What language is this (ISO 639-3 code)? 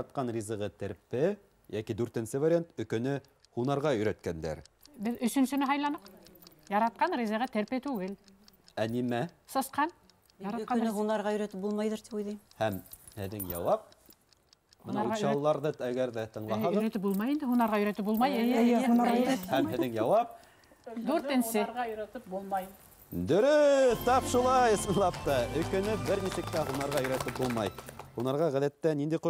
bak